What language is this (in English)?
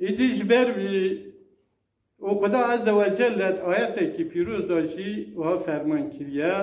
Kurdish